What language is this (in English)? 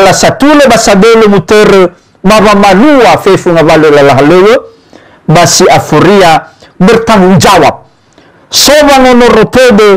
Nias